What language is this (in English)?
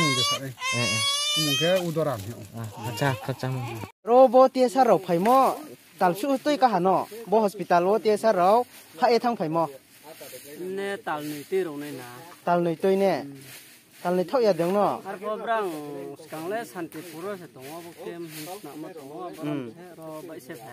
Riang (India)